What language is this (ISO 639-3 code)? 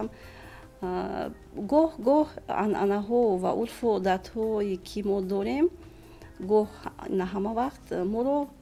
tgk